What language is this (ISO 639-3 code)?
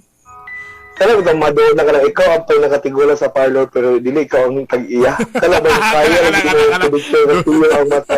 ceb